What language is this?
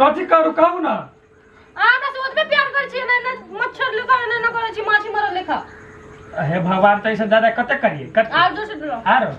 Maithili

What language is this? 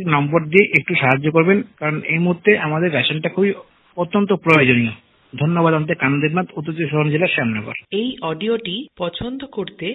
Bangla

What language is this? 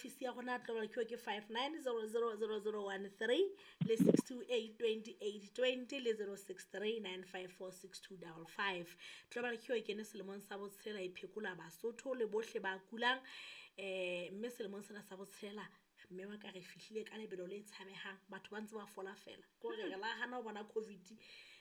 Southern Sotho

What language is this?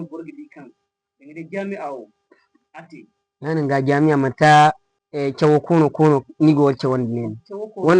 Zarma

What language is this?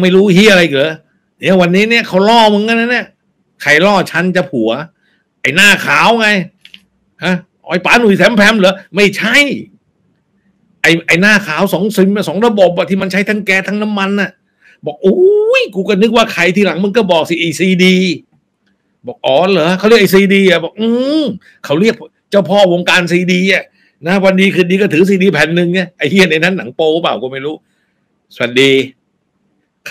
Thai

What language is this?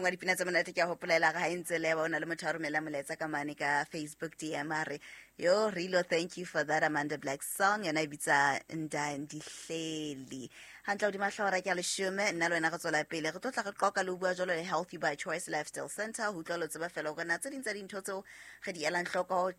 Southern Sotho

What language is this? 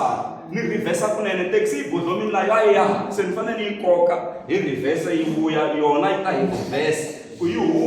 Tsonga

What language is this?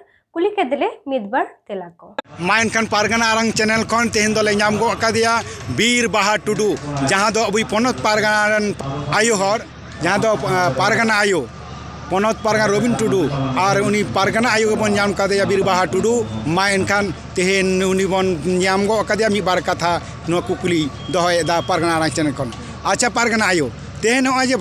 Santali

